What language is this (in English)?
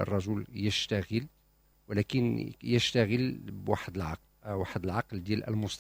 Moroccan Arabic